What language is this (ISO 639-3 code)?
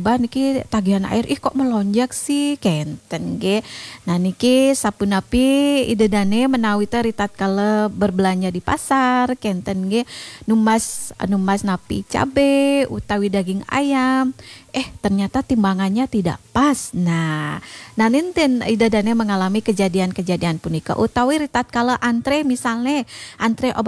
ban